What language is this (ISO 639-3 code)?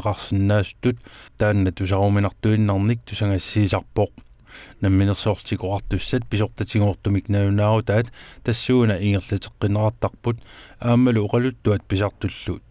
kal